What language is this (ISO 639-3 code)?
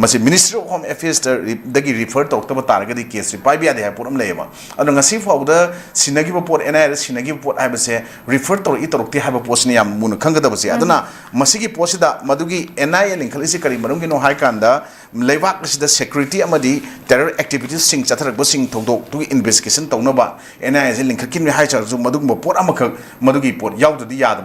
mni